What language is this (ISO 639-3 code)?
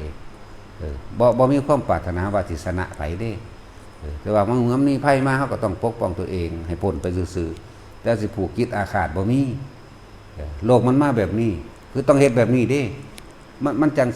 tts